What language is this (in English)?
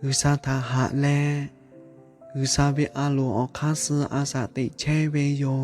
Lahu